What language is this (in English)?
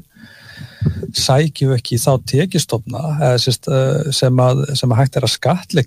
Icelandic